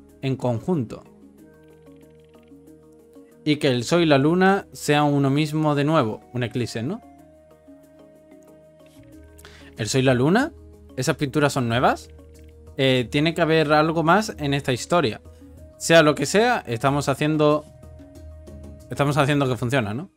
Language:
Spanish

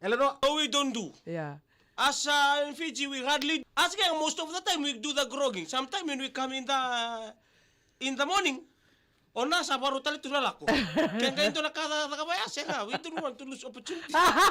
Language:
Fijian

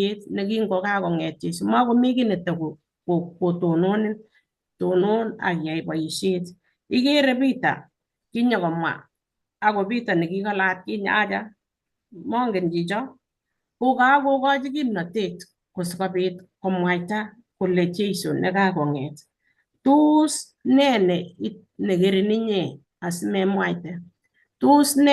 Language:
Kalenjin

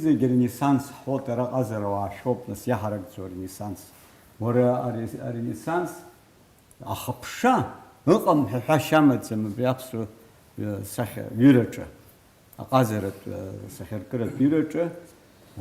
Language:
Abkhazian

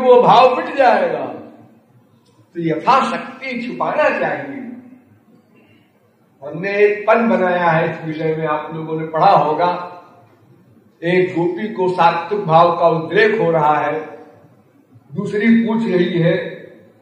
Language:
Hindi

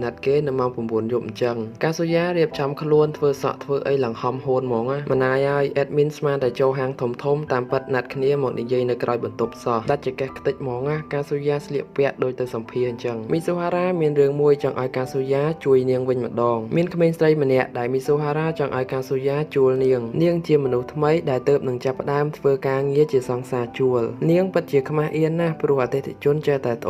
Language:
Khmer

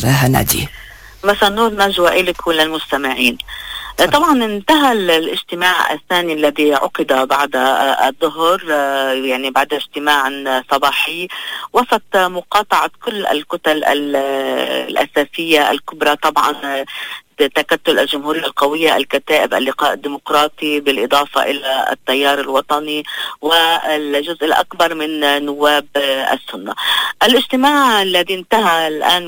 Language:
Arabic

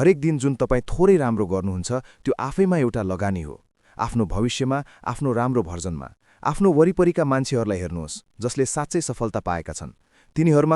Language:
Nepali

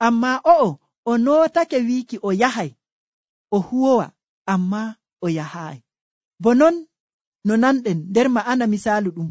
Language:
Nigerian Fulfulde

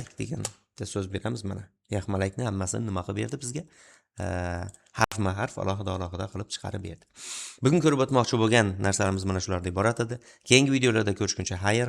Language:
Uzbek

